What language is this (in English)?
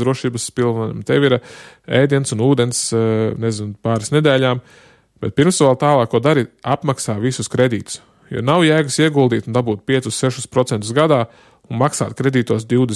Latvian